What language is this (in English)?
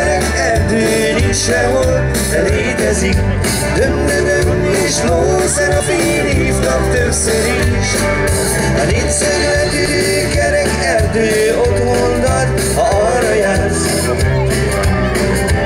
Hungarian